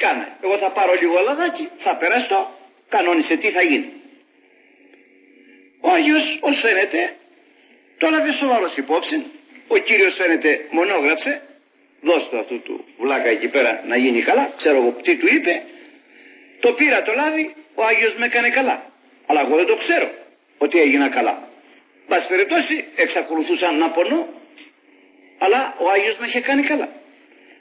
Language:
Greek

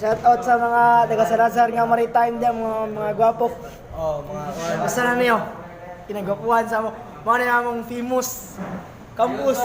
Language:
Cebuano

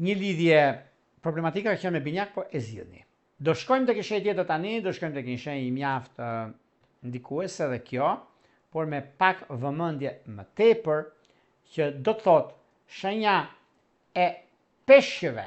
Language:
Albanian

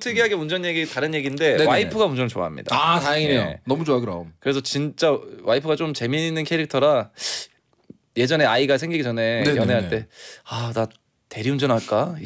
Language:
Korean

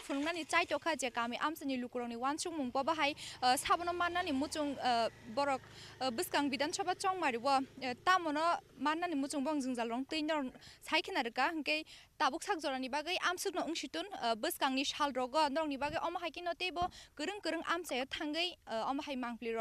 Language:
Kok Borok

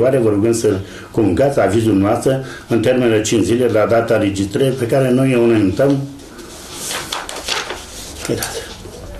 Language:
Romanian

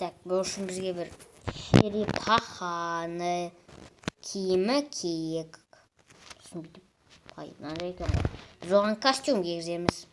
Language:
Kazakh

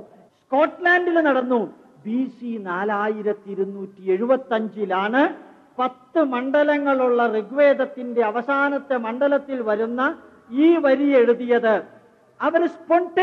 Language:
Malayalam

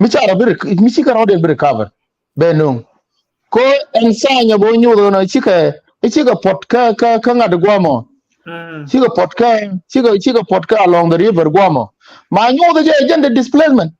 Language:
Nuer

